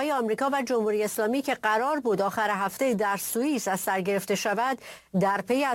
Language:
Persian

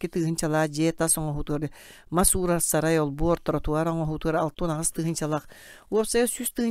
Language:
Yakut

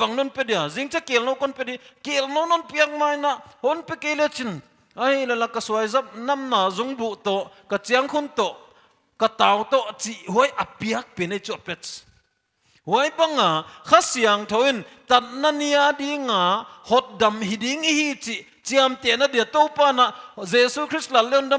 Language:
Paite Chin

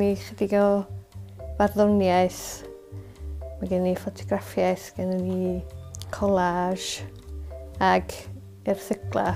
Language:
Welsh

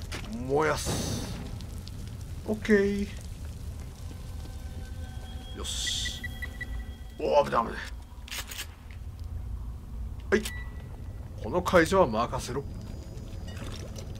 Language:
Japanese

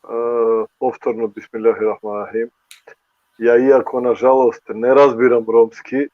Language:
Balkan Romani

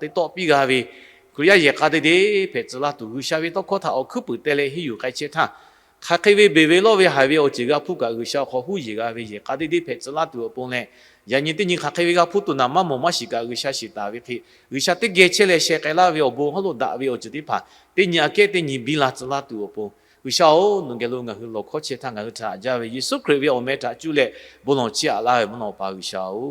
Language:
Lahu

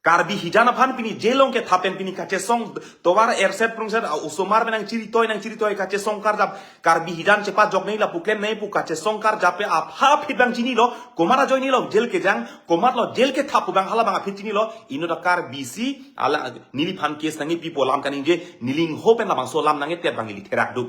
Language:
Karbi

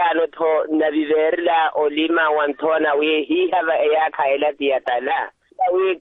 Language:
Swahili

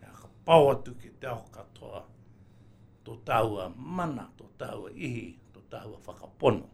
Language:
Māori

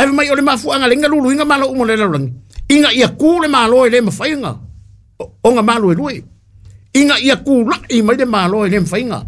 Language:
Samoan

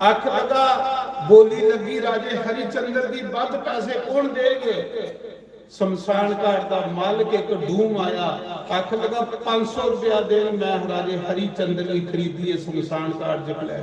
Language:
Dogri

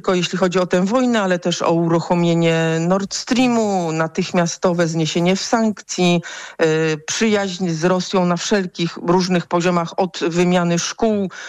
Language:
Polish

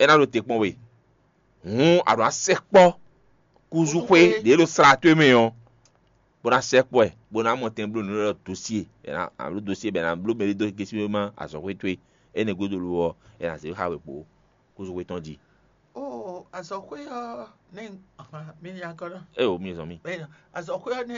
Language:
Fon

